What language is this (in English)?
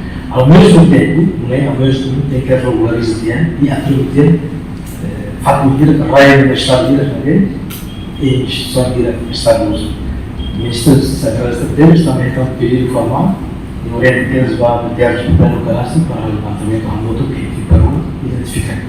Tetum